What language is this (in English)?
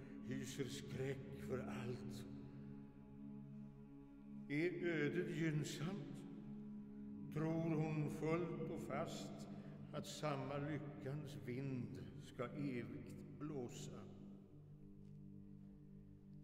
Swedish